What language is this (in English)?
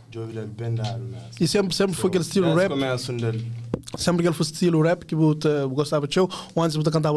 Kabuverdianu